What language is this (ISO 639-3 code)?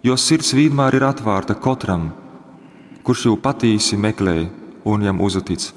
ltg